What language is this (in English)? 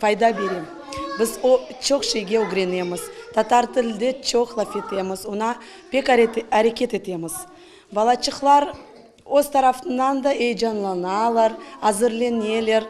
Crimean Tatar